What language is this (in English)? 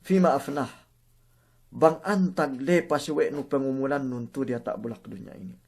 Yakan